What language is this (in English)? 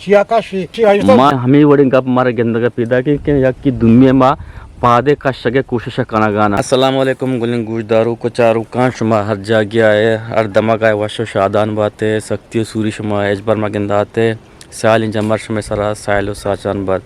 Eastern Balochi